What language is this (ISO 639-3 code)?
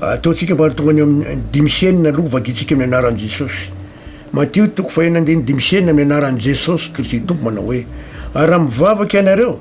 mlg